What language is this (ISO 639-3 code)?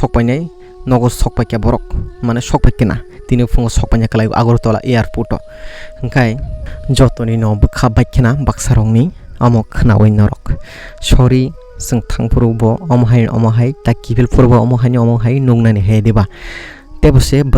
trp